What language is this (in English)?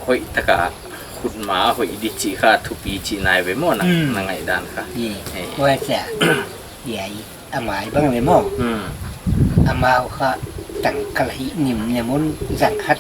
Paite Chin